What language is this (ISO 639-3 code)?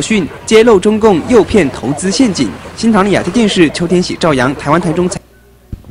zho